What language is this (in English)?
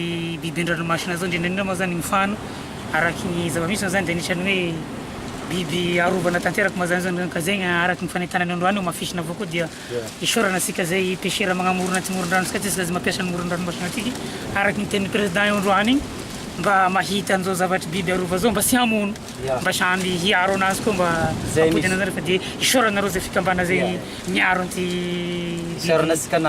Malagasy